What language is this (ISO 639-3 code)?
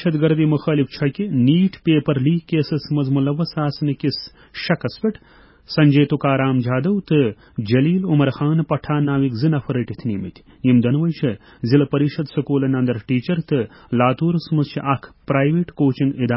kas